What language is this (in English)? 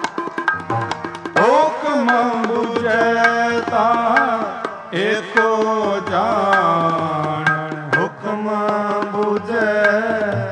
Punjabi